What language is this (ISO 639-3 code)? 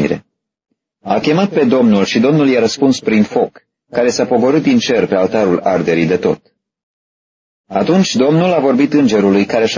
ron